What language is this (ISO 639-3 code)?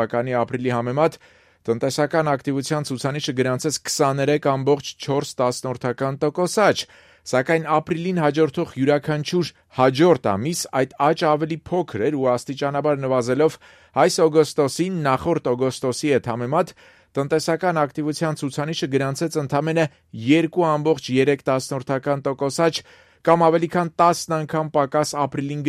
hye